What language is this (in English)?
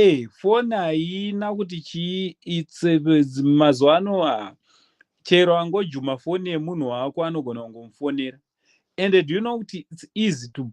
Shona